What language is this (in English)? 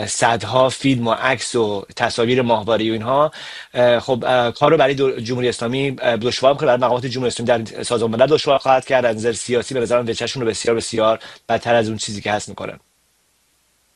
Persian